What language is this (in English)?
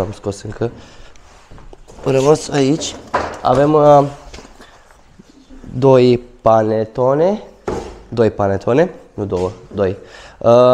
Romanian